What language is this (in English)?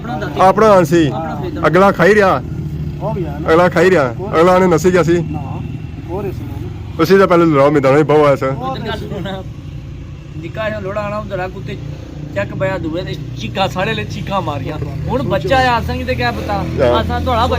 Pahari-Potwari